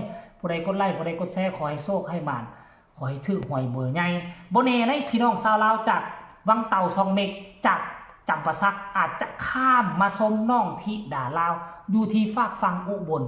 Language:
Northeastern Thai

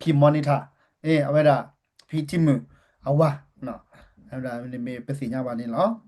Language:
S'gaw Karen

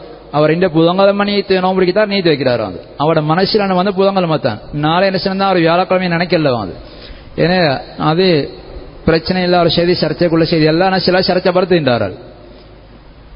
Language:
Tamil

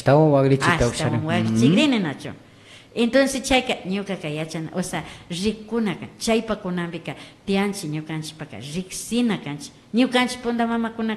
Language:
Imbabura Highland Quichua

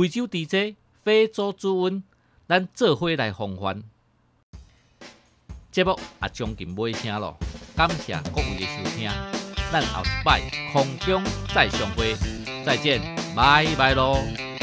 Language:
Min Nan Chinese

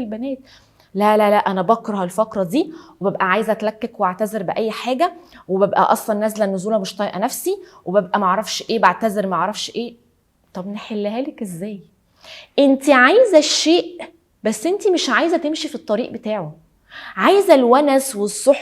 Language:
Egyptian Arabic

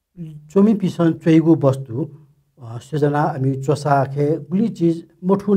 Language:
Newari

